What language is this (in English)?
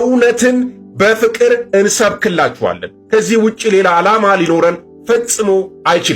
Amharic